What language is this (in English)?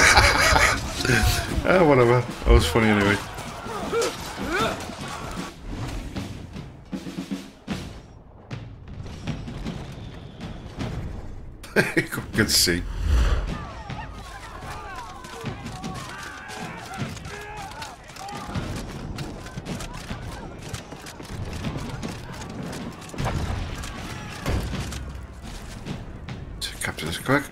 English